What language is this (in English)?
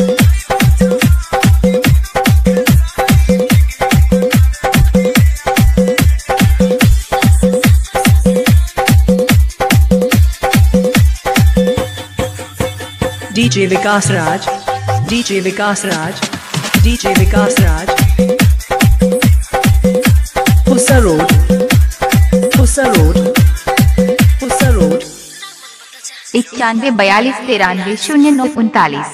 Bhojpuri